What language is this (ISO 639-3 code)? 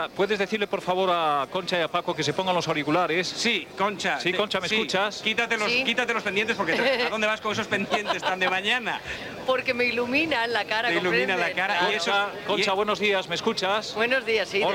spa